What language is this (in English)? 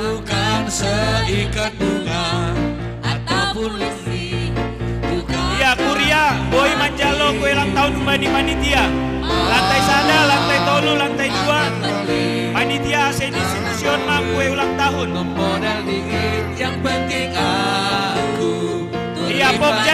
Batak Simalungun